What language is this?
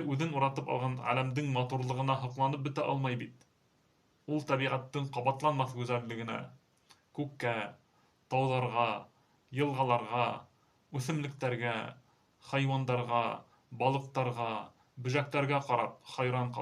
Bashkir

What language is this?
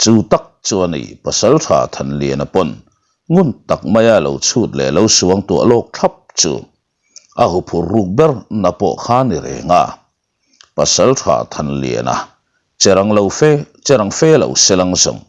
Mizo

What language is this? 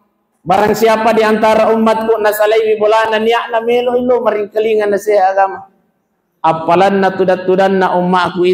Buginese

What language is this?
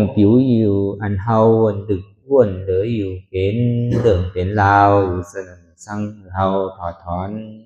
Lü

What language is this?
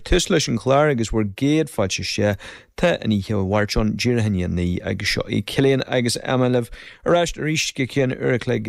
Irish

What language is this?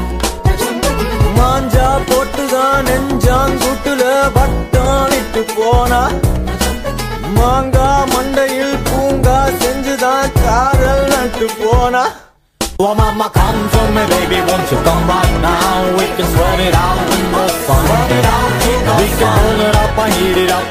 Tamil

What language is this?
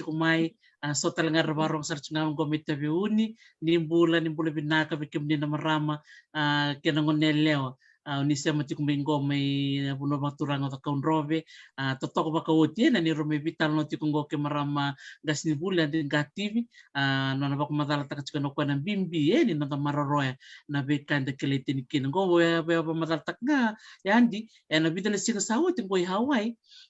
Fijian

